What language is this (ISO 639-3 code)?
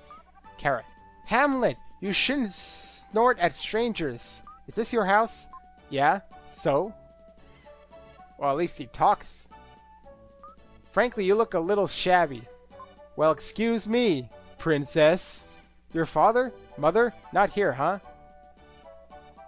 eng